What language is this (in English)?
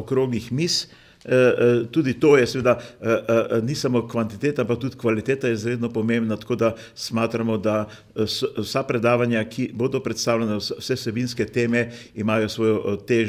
Slovenian